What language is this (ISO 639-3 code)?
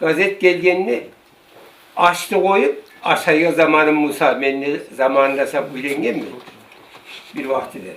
kum